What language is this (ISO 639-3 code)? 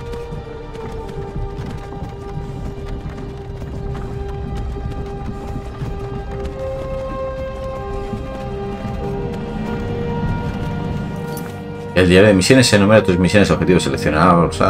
spa